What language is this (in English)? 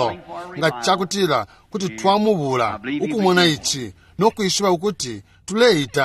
Bemba